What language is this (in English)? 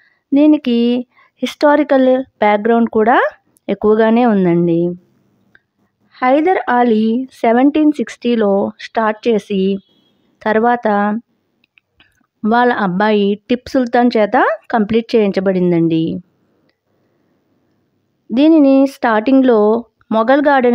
Telugu